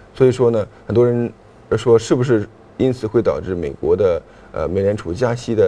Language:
Chinese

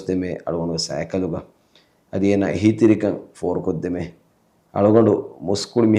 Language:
Divehi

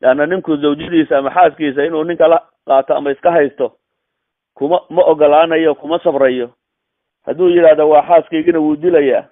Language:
Somali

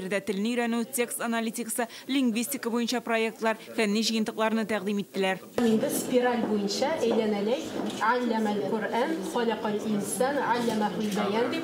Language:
Tatar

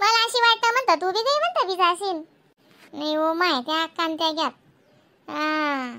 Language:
Khandesi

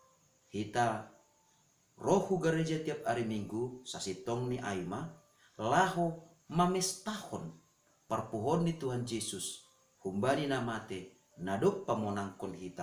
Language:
Batak Simalungun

